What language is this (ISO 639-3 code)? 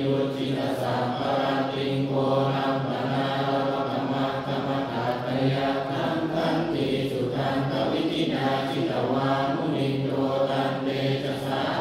pli